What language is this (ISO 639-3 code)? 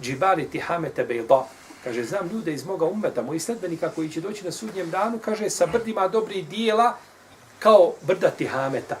bos